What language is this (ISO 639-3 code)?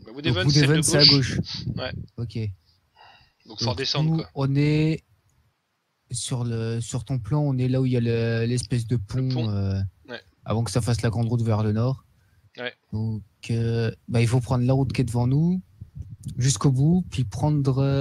fra